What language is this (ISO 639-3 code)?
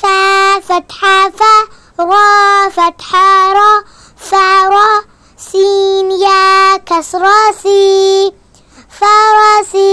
div